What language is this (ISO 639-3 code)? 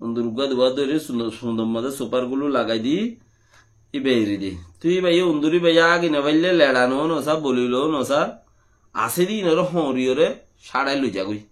rhg